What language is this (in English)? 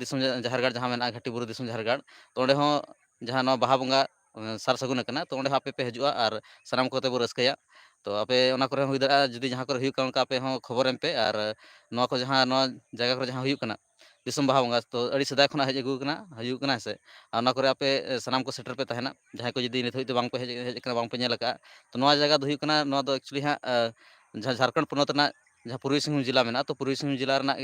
Santali